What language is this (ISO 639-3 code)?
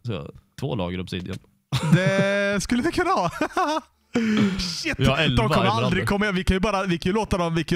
swe